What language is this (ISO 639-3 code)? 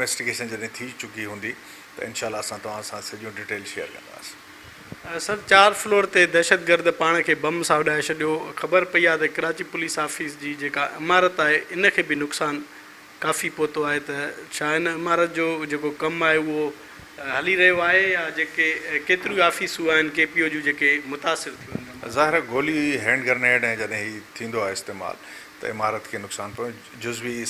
snd